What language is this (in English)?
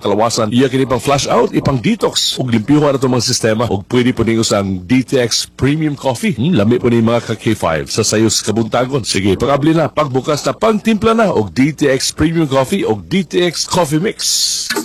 Cebuano